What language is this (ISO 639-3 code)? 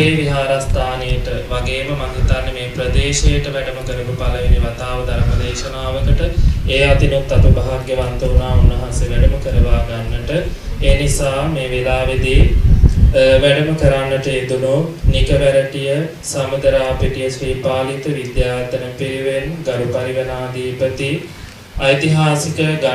sin